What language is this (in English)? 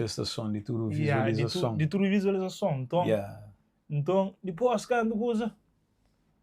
Kabuverdianu